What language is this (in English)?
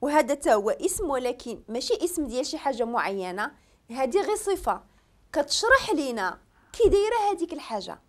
Moroccan Arabic